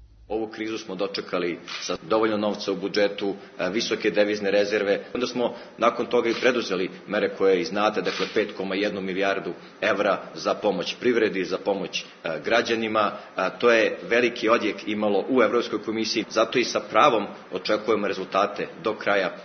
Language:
Serbian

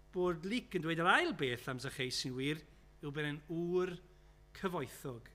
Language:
Welsh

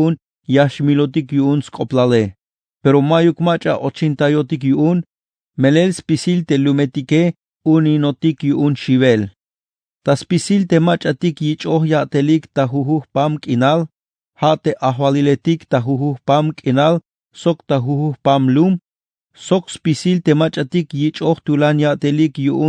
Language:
Tzeltal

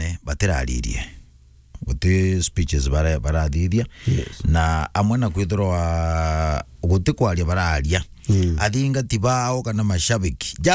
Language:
Meru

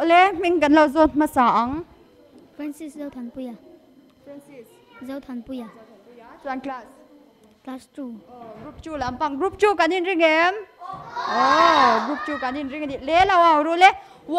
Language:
Mizo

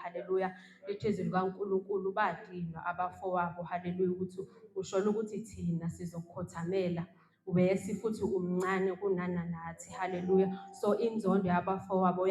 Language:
Zulu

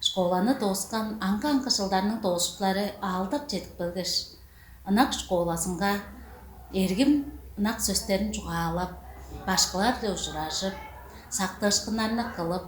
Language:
Tuvinian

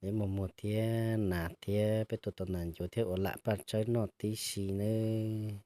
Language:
Hmong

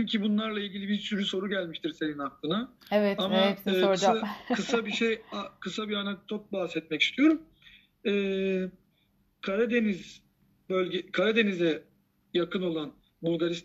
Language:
Turkish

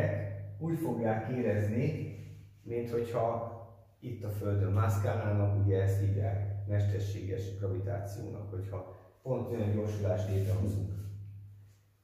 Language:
Hungarian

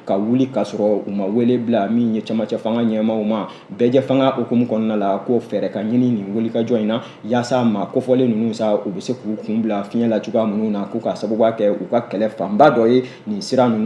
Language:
Bambara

